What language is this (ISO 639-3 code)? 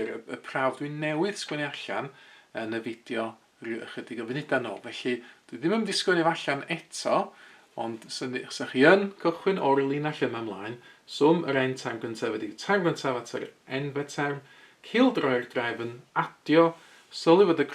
cym